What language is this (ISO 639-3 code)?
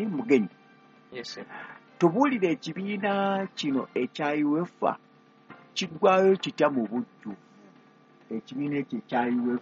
lug